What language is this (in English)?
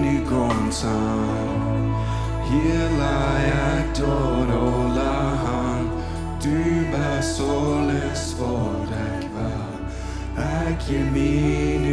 Plautdietsch